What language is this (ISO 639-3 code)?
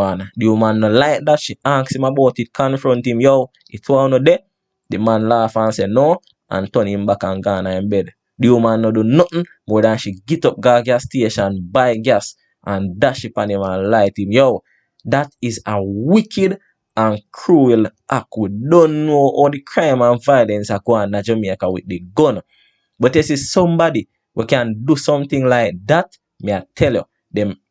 jam